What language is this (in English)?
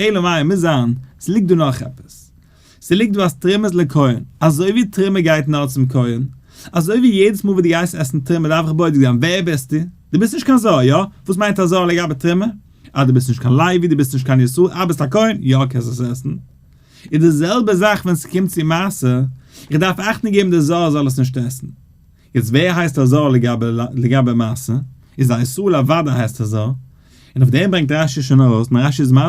Yiddish